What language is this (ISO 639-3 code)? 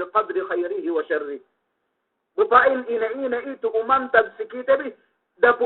yka